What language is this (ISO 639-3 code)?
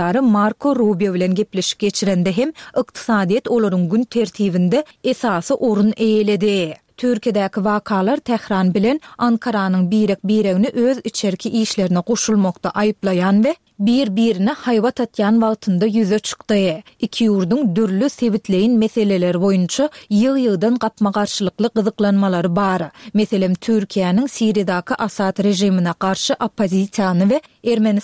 tuk